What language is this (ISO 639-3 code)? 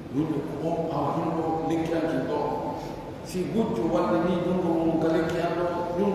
fuf